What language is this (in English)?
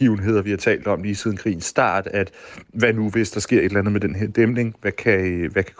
Danish